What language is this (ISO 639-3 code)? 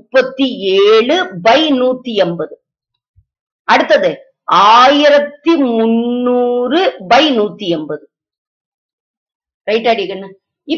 tam